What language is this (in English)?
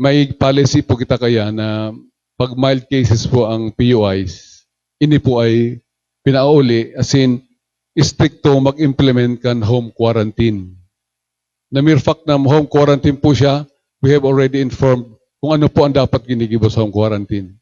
Bikol